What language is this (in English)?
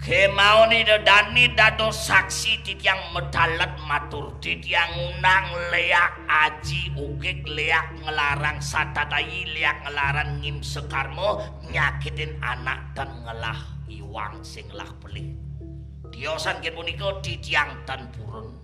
Balinese